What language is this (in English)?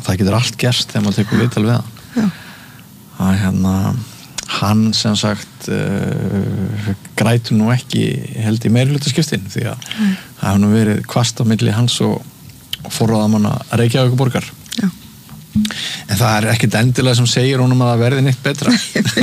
Icelandic